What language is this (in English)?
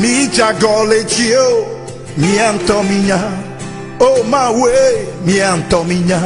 Ewe